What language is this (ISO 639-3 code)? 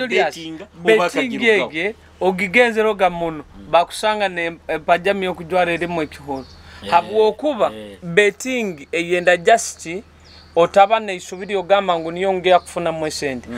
nyo